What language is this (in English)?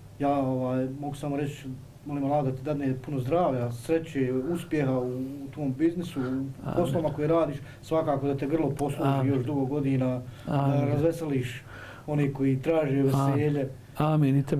Bosnian